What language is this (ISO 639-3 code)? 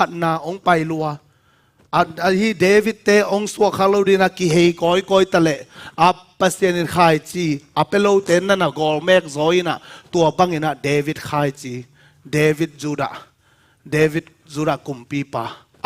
ctd